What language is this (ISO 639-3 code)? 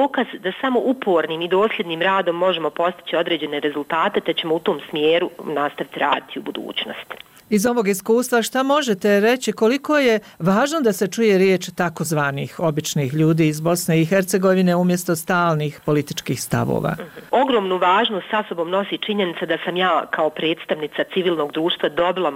bos